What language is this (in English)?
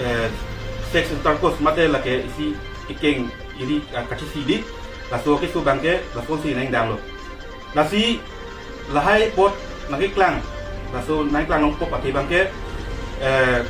Karbi